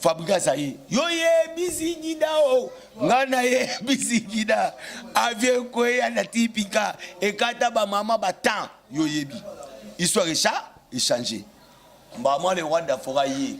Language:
Lingala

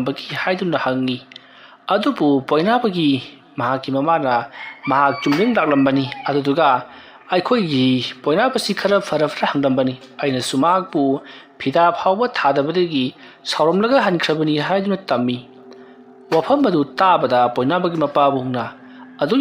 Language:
Manipuri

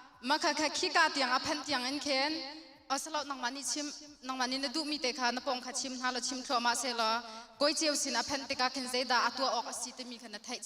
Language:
Hakha Chin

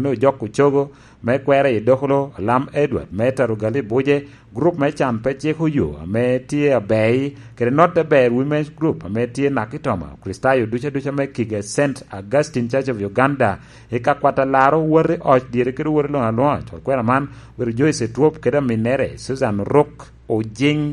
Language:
Lango (Uganda)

